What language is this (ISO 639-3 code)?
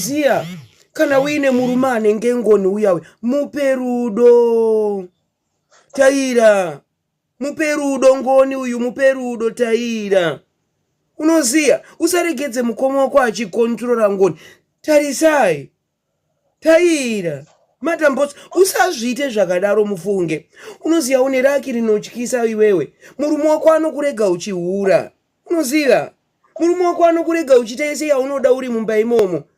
sna